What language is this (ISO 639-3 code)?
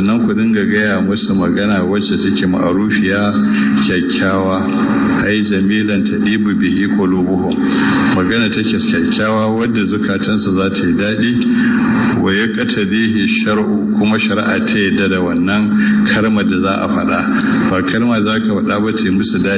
hau